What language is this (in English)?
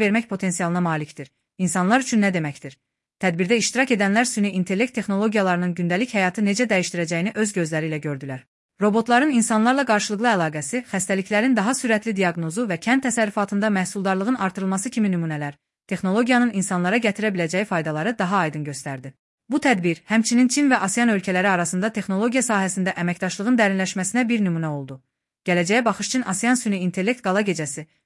Azerbaijani